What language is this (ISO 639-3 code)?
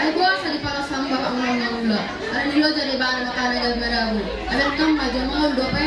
bbc